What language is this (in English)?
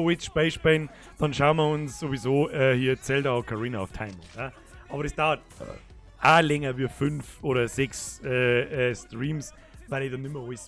Bavarian